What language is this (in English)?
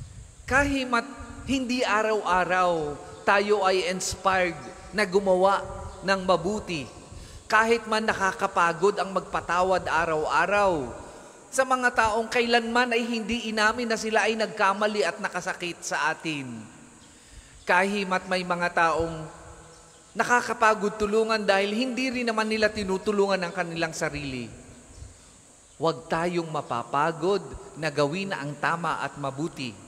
Filipino